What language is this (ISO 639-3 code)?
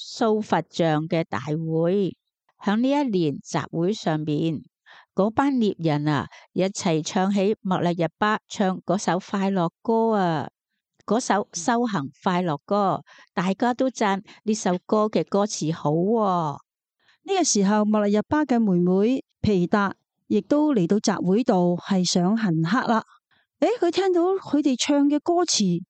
yue